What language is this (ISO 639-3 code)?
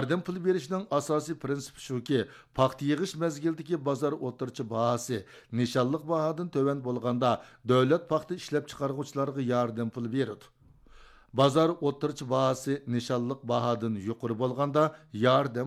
uig